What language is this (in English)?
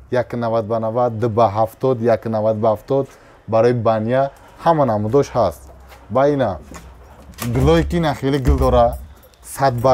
Tajik